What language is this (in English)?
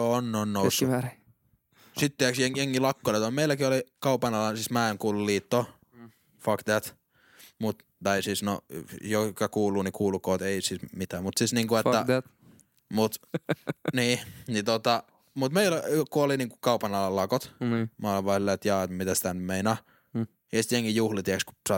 Finnish